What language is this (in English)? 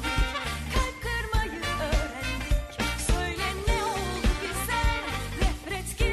Turkish